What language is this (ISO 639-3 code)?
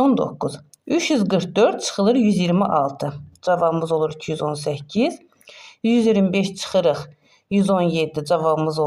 aze